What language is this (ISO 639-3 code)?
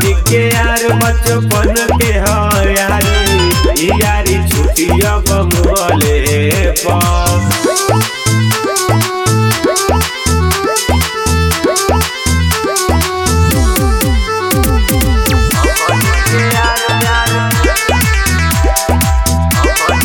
bho